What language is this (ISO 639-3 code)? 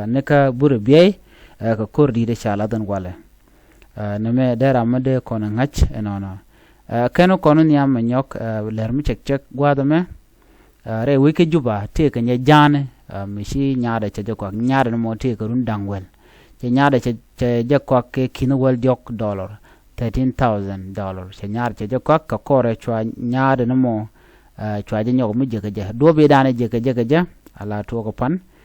nus